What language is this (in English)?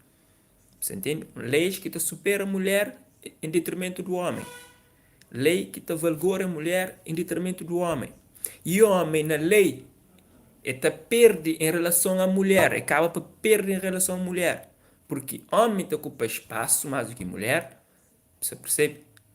Kabuverdianu